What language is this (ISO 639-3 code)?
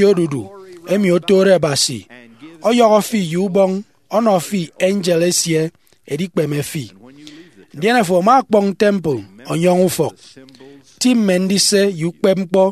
efi